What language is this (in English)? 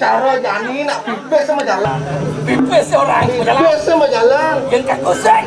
Balinese